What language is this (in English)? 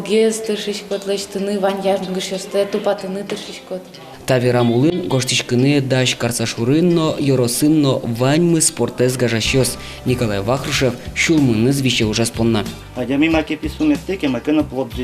Udmurt